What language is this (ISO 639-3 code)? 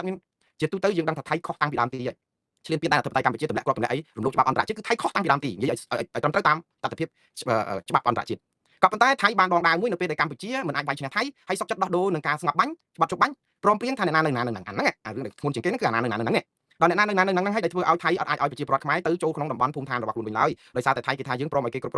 khm